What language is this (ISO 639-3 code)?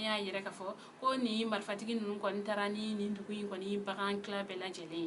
bam